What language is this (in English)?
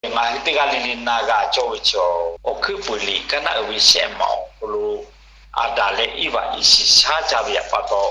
Lahu